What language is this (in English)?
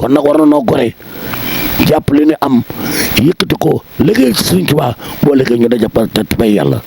Wolof